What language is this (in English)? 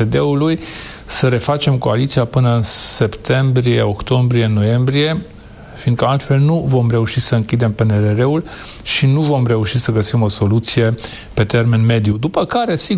Romanian